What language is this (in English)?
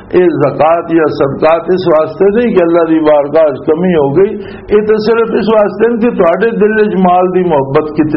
Western Panjabi